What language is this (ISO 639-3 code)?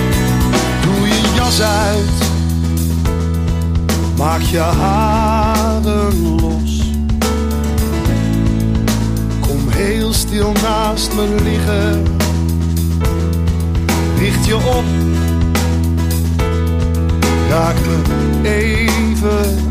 nld